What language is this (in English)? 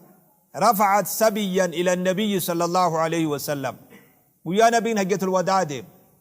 Oromo